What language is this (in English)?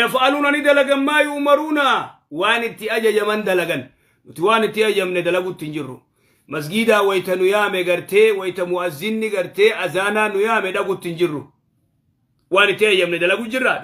Oromo